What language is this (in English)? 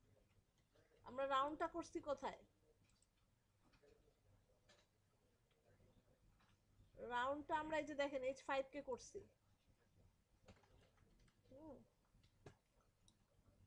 Bangla